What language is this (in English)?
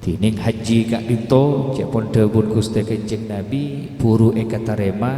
Madurese